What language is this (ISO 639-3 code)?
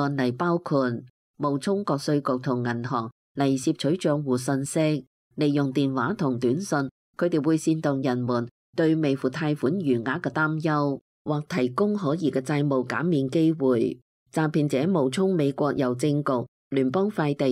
yue